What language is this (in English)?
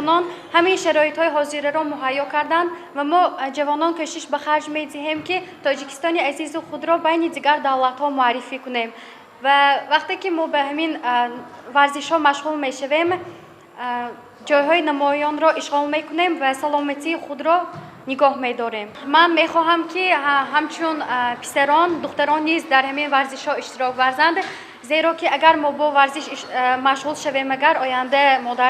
Tajik